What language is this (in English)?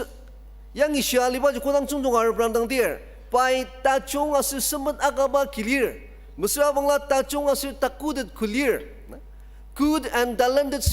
Ao Naga